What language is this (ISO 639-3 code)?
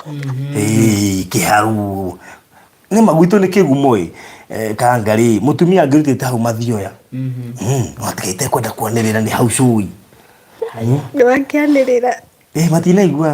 kik